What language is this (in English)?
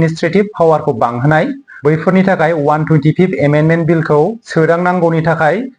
Bodo